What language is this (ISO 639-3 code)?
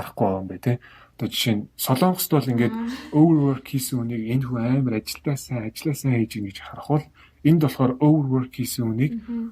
mon